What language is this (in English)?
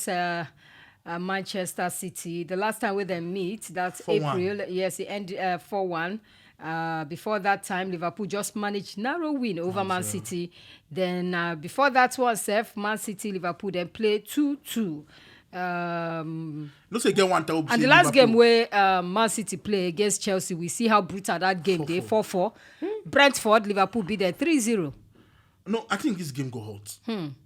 Nigerian Pidgin